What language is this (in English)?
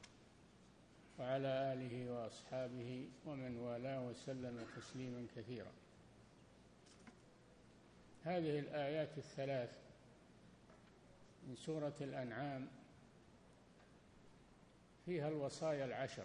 Arabic